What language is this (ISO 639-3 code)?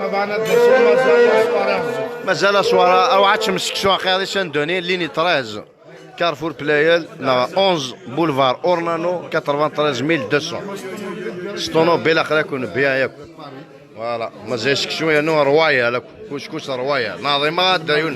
kab